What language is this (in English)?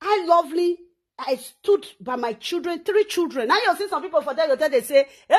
Nigerian Pidgin